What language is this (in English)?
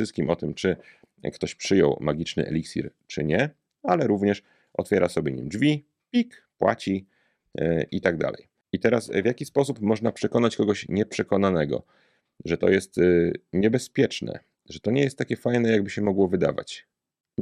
Polish